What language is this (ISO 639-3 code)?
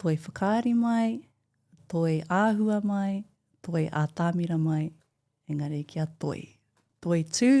mri